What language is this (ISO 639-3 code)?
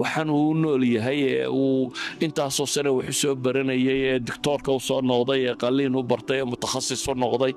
som